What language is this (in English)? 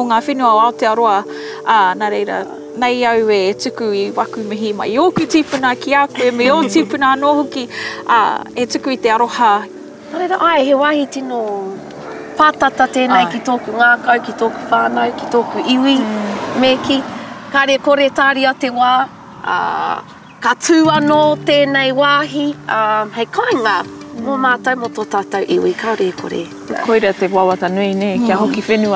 Māori